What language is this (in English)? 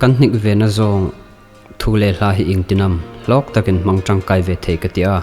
Hmar